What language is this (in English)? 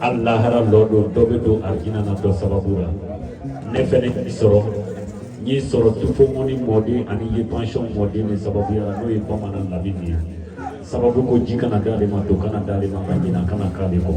Bambara